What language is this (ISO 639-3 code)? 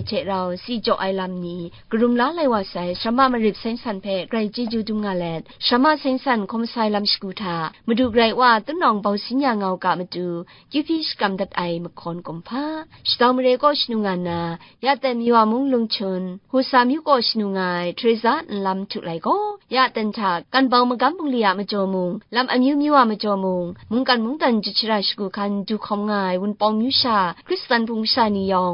kac